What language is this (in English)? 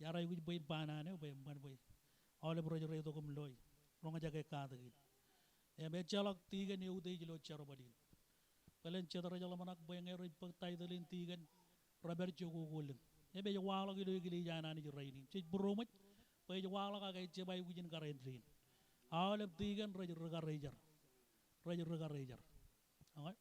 Marshallese